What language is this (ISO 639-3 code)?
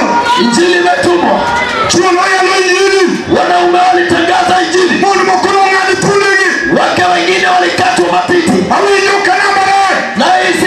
luo